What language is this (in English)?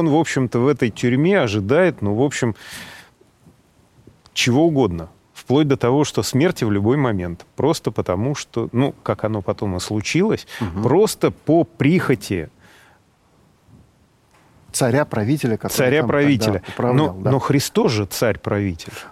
Russian